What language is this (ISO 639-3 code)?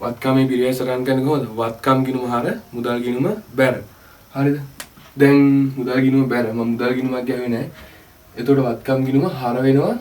sin